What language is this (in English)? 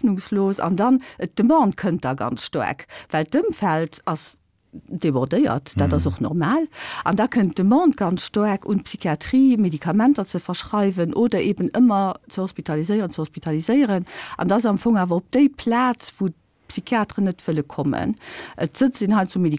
Luxembourgish